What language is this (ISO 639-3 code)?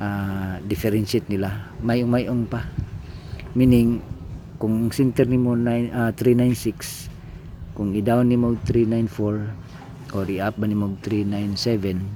ceb